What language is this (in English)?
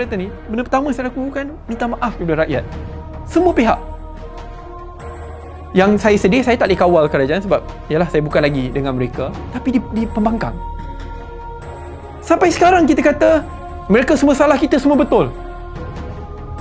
Malay